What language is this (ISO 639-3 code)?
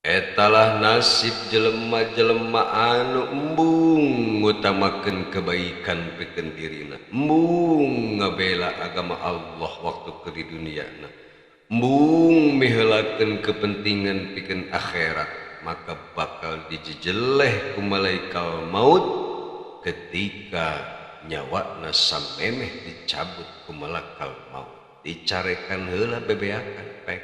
sun